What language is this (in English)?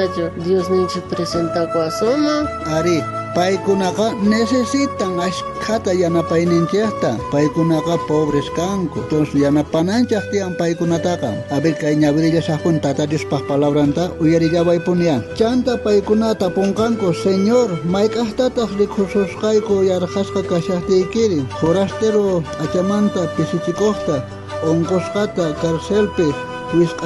South Bolivian Quechua